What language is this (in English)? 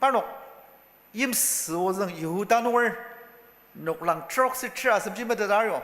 Ao Naga